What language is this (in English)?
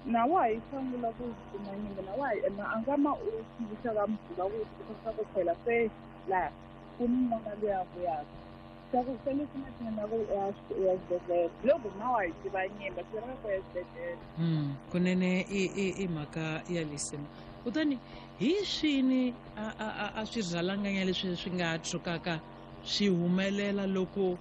Tsonga